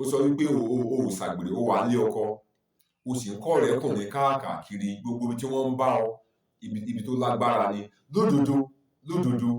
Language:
Yoruba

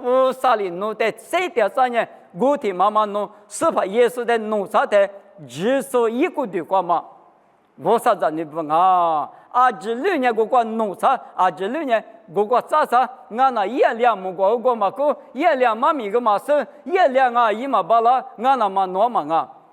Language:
Lisu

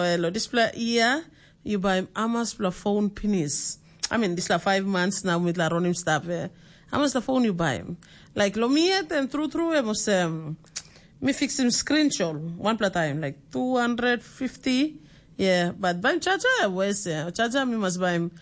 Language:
Tok Pisin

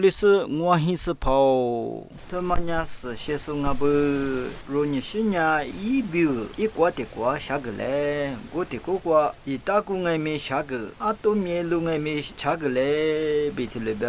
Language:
Lisu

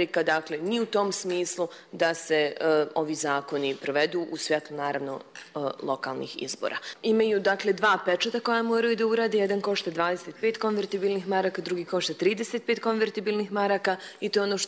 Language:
Croatian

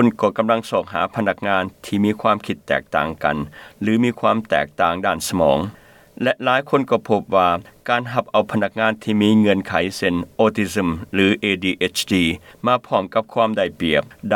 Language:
Lao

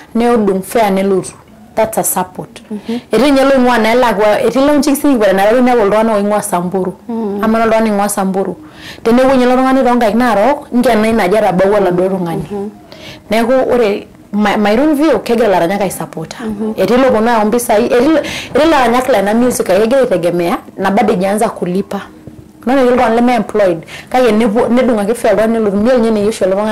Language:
Masai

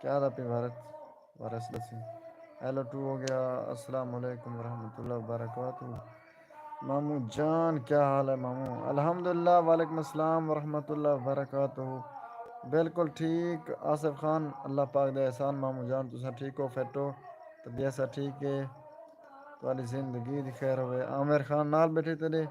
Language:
Saraiki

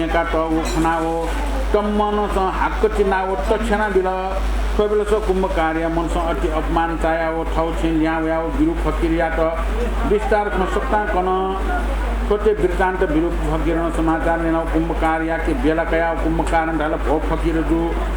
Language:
Newari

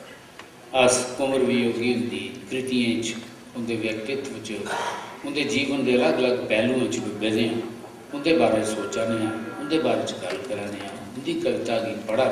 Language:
Dogri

